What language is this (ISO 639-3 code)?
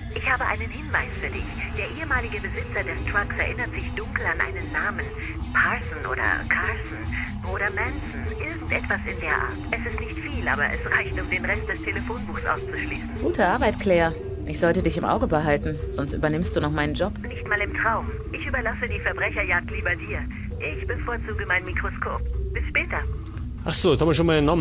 bar